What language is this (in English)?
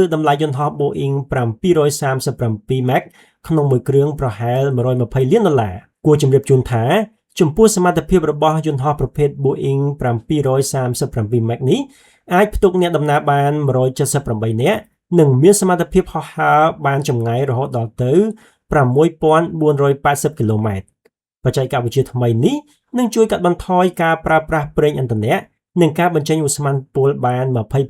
Khmer